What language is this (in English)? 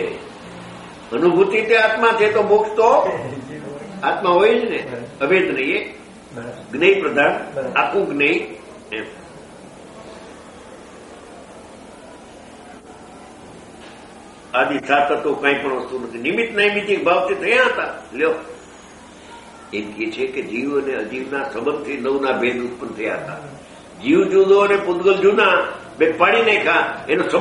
Gujarati